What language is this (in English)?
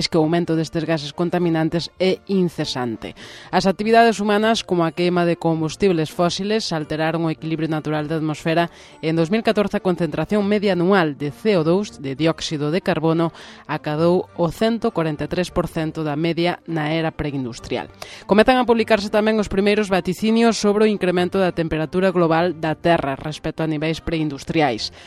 Galician